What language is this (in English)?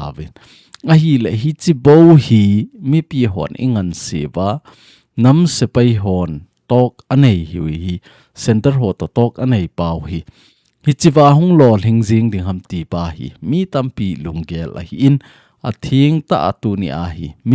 Thado Chin